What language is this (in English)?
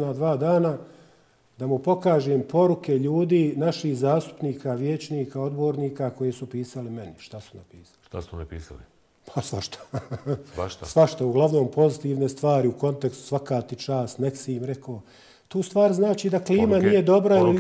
Bosnian